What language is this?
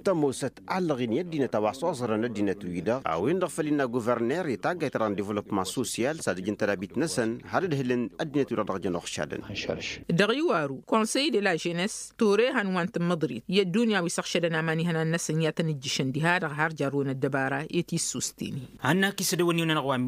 Tamasheq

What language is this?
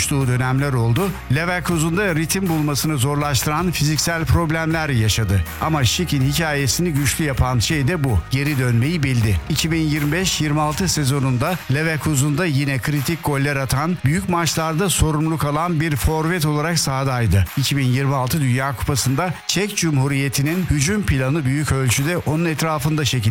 Turkish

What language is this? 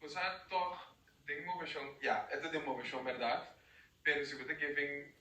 Papiamento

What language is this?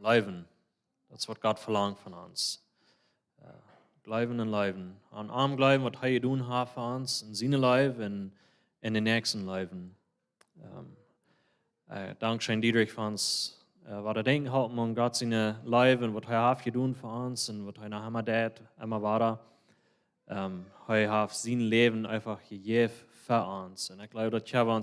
Plautdietsch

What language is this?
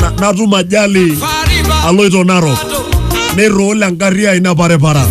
Masai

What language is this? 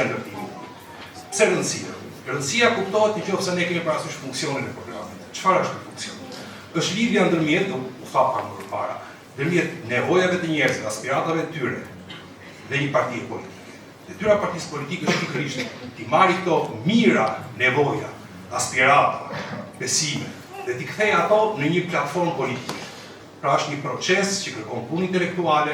Albanian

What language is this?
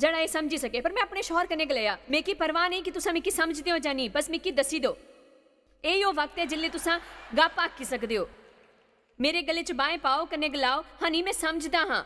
Dogri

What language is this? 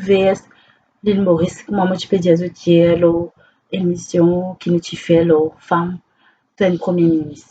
Morisyen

